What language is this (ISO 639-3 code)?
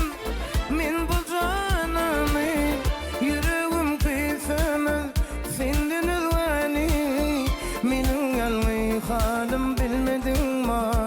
tuk